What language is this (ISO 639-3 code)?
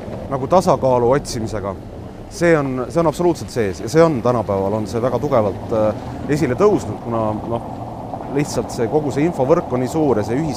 est